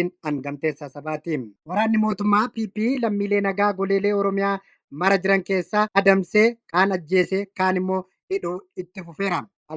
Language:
Oromo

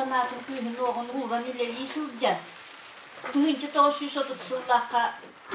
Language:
Yakut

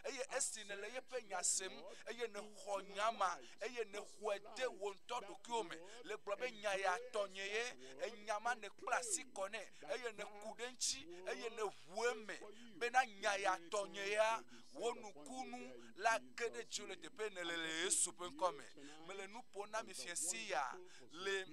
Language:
Ewe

